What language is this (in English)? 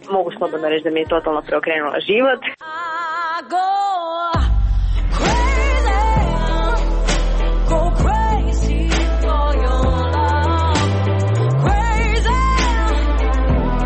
Croatian